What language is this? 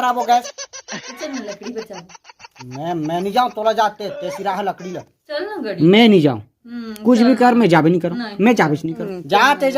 Chhattisgarhi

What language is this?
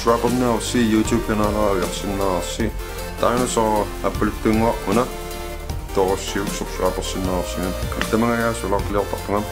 Kalaallisut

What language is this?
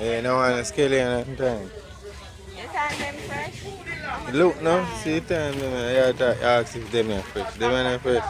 Jamaican Creole English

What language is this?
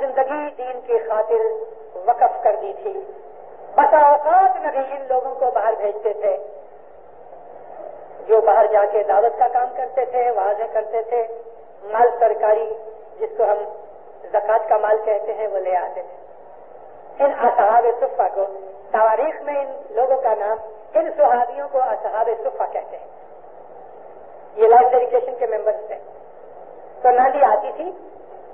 Urdu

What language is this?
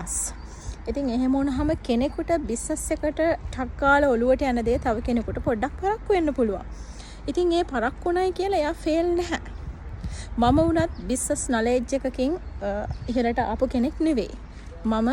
Sinhala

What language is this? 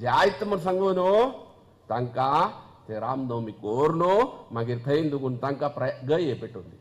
Konkani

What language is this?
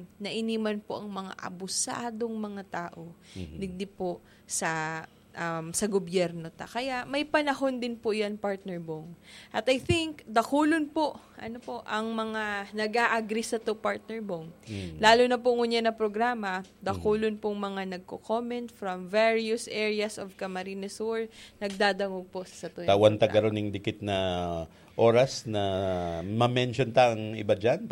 Bikol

